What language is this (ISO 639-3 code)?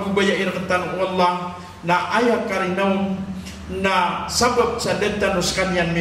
mrw